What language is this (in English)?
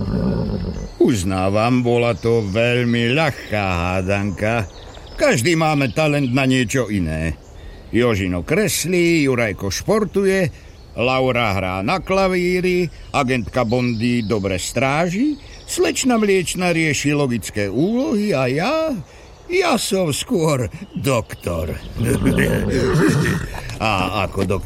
Slovak